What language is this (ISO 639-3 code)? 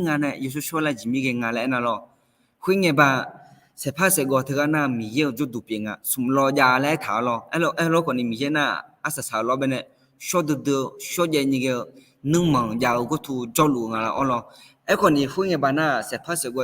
ahk